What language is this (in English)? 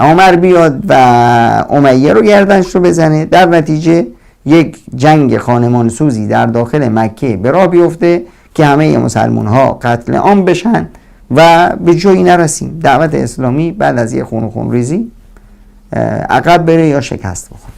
Persian